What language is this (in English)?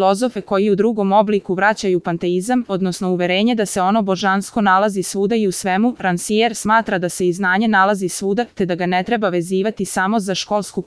Serbian